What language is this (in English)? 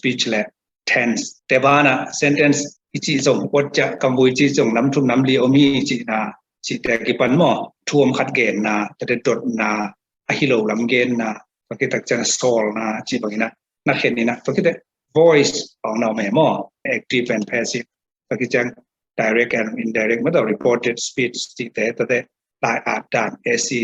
Tedim Chin